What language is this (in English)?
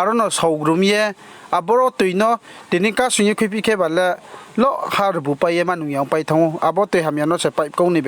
Riang (India)